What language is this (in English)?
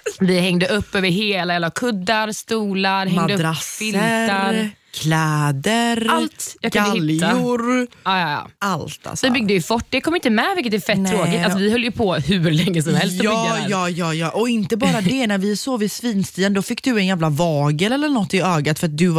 Swedish